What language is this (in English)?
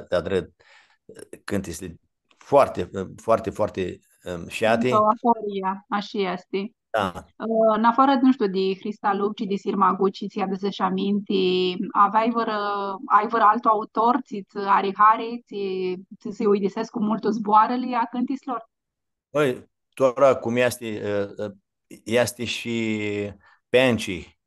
Aromanian